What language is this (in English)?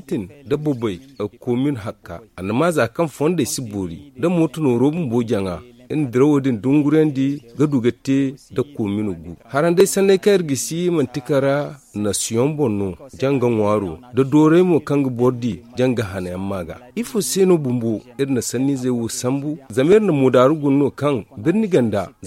Zarma